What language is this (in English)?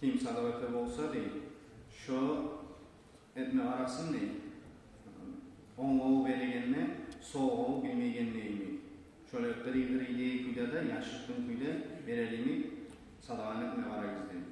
Kumyk